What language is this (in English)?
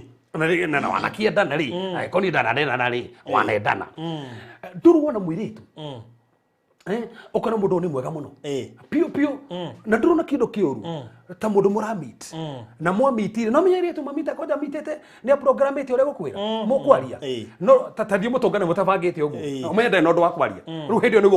Kikuyu